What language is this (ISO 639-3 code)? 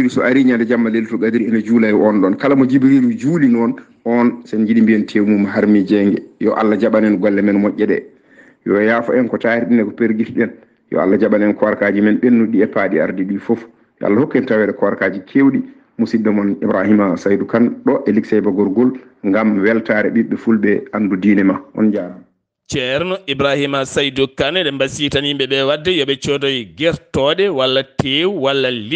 ful